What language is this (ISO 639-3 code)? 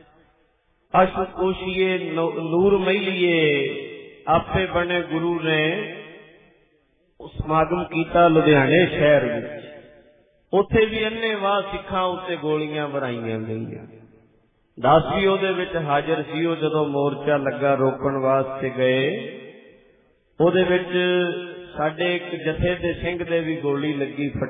pan